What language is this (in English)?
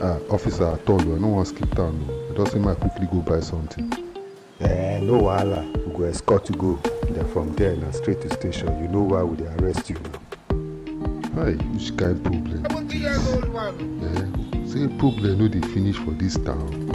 Nigerian Pidgin